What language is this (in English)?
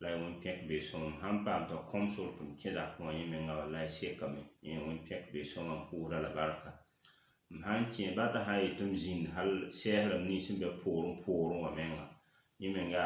Mossi